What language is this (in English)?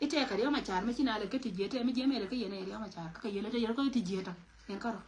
Nuer